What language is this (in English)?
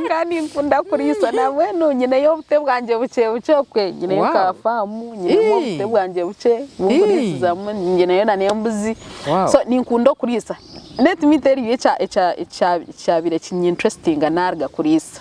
Nyankole